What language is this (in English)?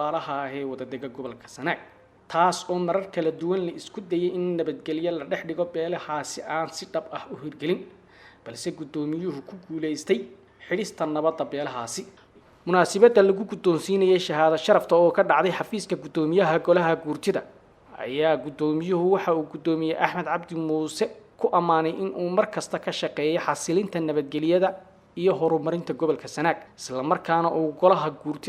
Somali